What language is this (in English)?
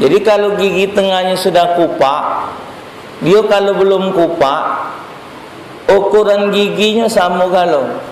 Musi